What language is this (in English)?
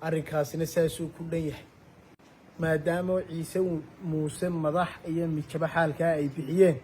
Somali